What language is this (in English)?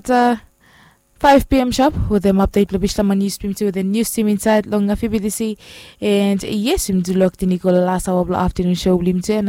Bislama